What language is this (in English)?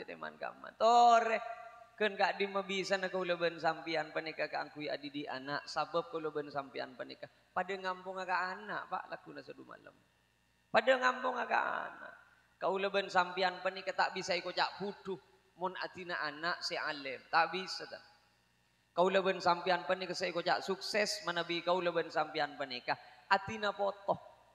Madurese